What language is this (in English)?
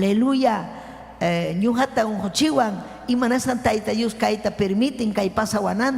Ayacucho Quechua